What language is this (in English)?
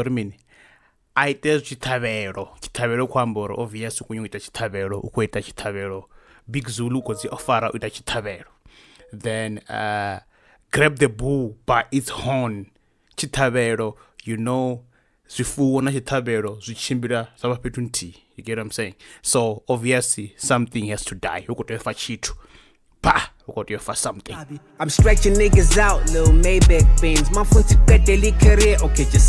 Venda